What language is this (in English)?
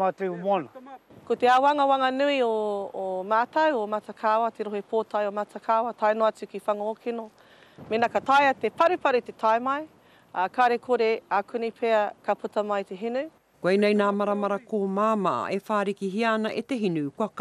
Māori